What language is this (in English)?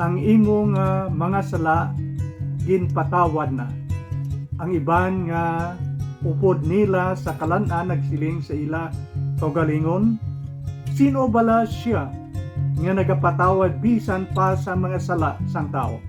Hiligaynon